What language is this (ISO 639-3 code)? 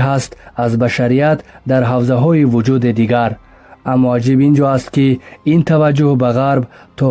tgk